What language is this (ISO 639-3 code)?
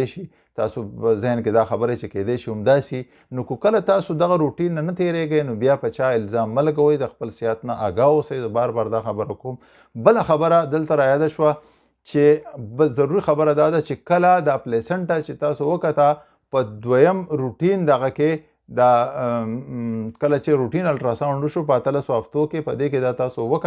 pus